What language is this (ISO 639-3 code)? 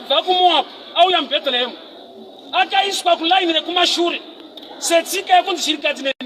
sna